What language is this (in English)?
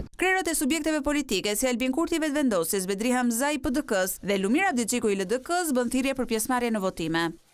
Albanian